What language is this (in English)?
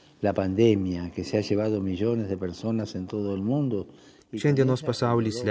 Lithuanian